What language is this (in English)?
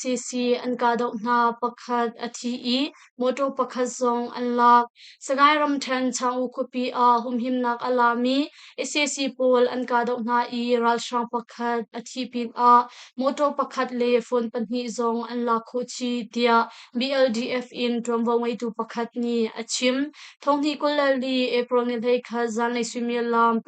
Hakha Chin